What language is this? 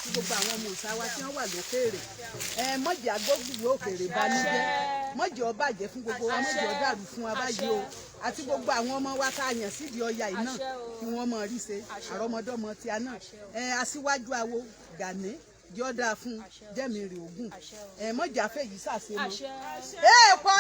Yoruba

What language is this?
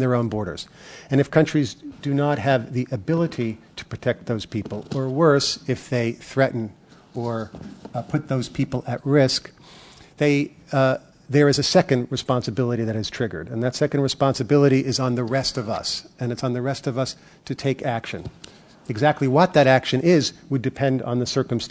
English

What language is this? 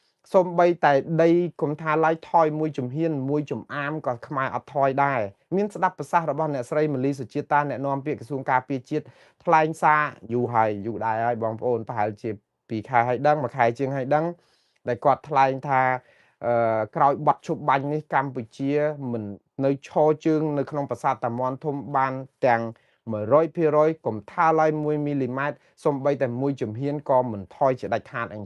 Khmer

